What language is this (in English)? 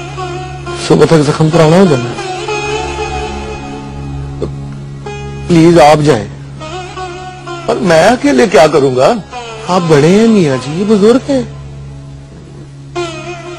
Hindi